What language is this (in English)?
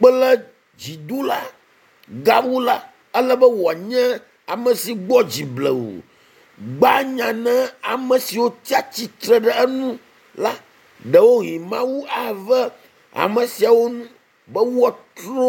Ewe